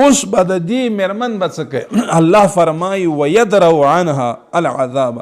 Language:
Pashto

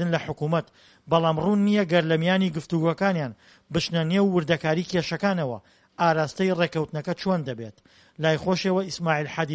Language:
Central Kurdish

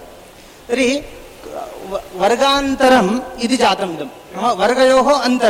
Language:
Sanskrit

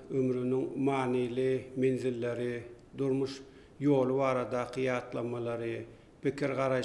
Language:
Turkmen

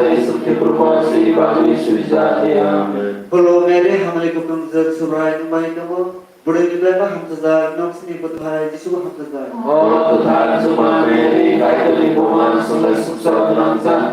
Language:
Kok Borok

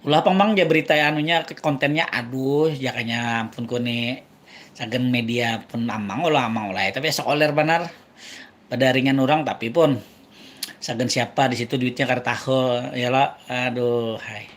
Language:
Banjar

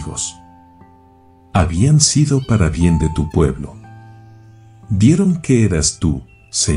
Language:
Spanish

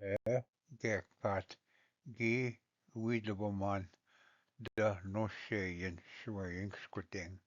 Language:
Ojibwa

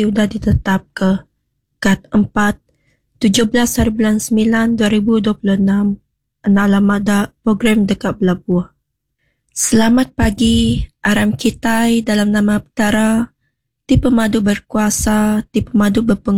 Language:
Iban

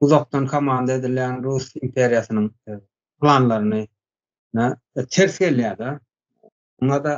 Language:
Turkmen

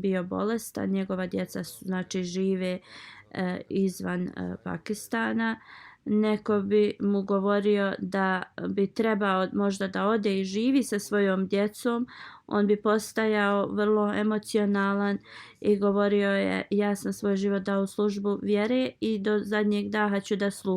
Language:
Bosnian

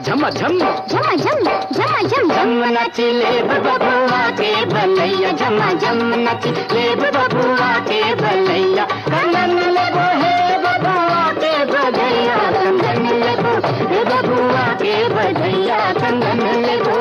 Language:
Magahi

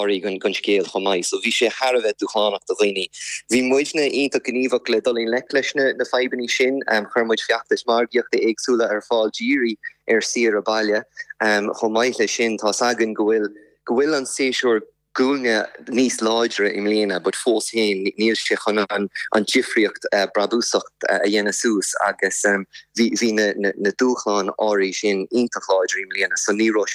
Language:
Irish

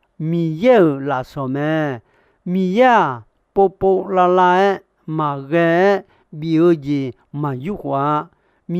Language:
Akha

